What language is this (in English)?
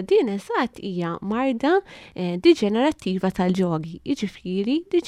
Maltese